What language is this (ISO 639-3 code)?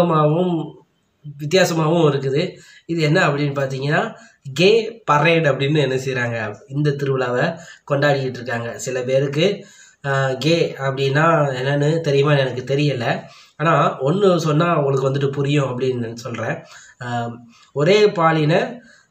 tam